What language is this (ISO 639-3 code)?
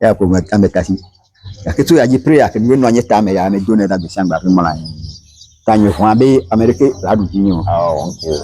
ewe